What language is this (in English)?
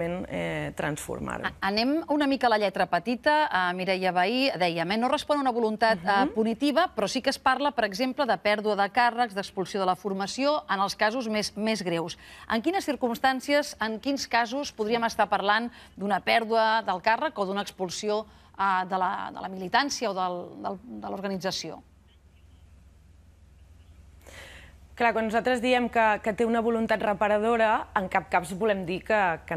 Catalan